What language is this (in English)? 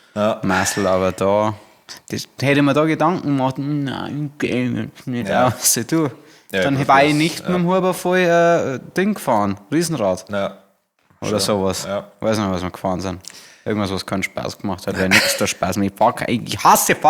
Bavarian